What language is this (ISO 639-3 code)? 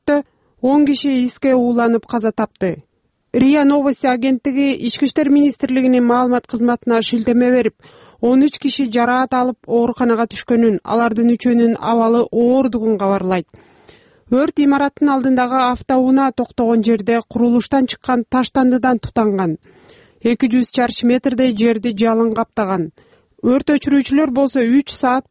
kir